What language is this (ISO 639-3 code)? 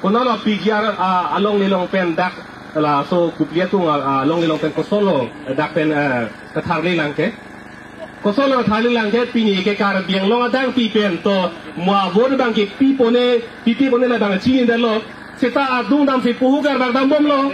mjw